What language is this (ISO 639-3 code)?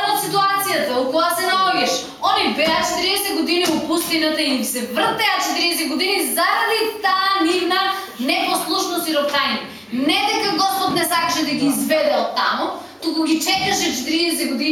mkd